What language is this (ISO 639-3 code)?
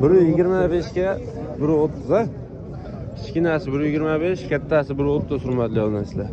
uzb